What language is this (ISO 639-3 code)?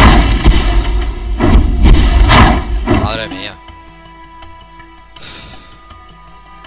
spa